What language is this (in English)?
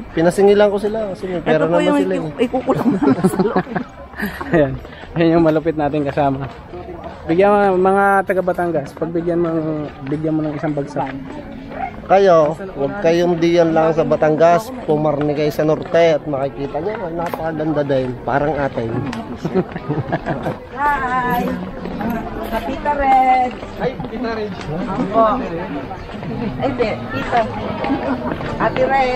Filipino